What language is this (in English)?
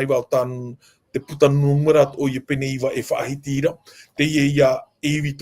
Tahitian